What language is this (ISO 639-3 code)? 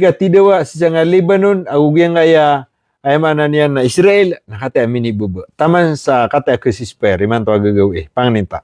mrw